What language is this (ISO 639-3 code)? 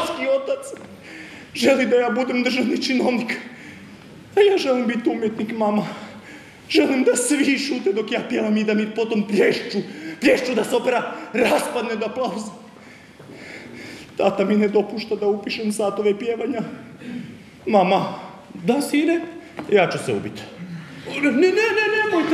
hrv